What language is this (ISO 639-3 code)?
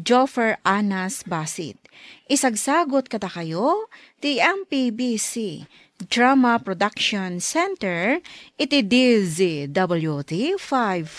ilo